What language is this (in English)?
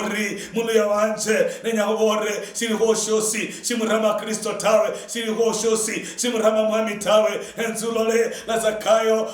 Luyia